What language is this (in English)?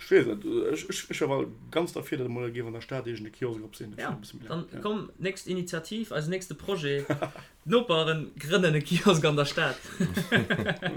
Luxembourgish